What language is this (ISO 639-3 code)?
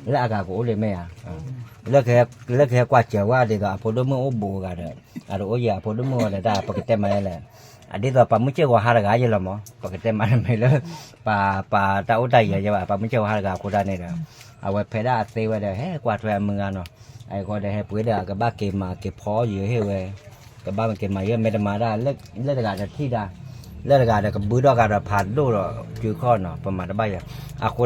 ksw